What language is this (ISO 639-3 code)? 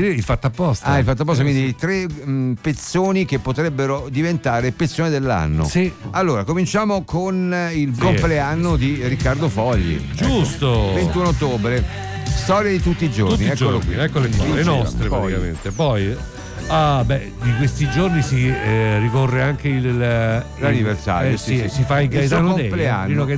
ita